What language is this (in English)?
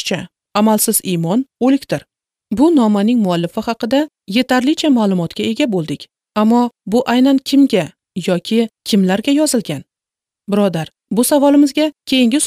Uzbek